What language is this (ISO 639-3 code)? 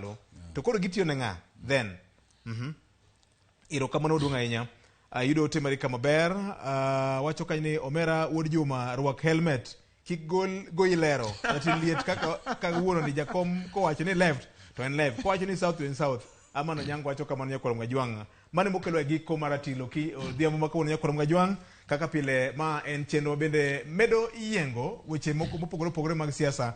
luo